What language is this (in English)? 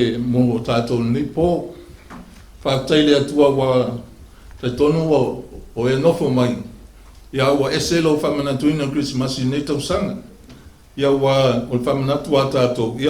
Samoan